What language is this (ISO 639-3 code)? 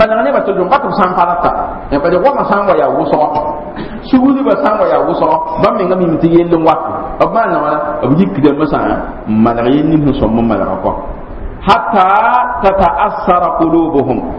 mos